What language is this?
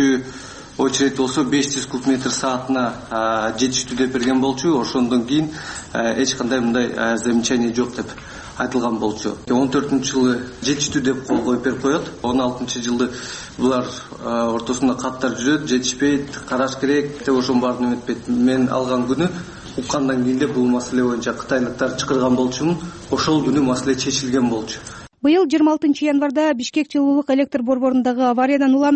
Kyrgyz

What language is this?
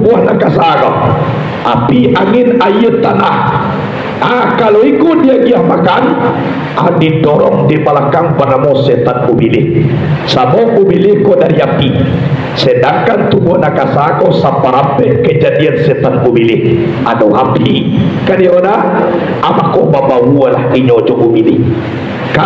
Minangkabau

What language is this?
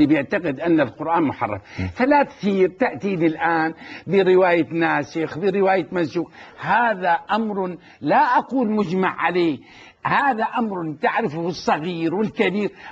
Arabic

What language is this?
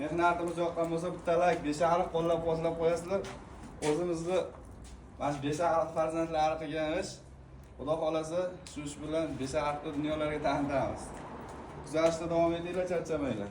Uzbek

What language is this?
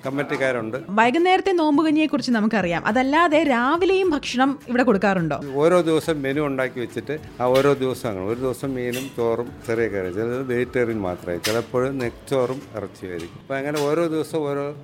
Malayalam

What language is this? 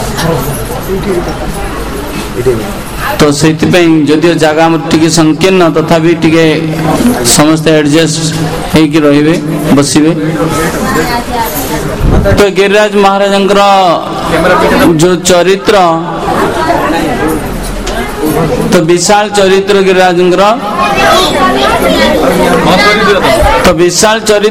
Odia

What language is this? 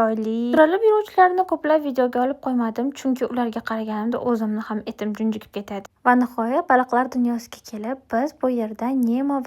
Uzbek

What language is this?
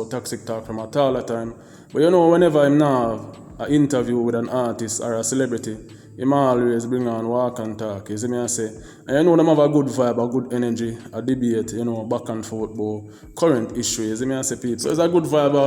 Jamaican Creole English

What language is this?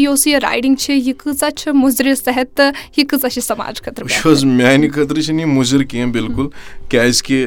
Kashmiri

